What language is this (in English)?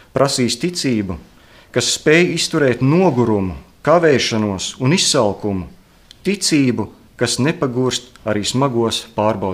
Latvian